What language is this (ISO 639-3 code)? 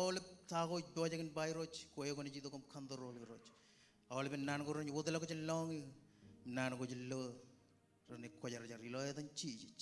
mah